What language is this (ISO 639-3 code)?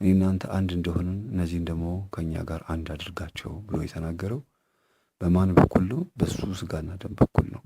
amh